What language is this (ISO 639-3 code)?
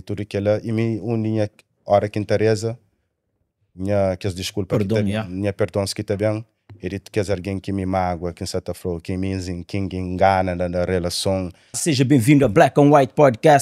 kea